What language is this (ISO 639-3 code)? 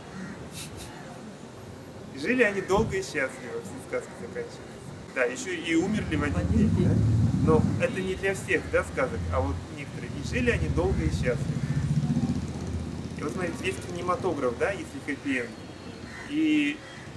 rus